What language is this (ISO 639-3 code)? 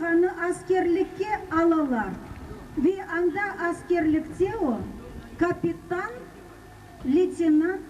crh